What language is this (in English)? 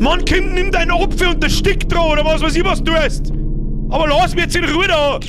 Bavarian